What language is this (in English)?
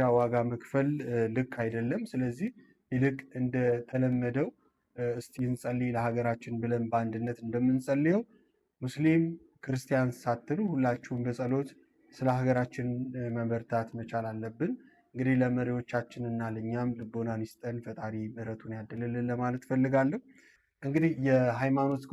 Amharic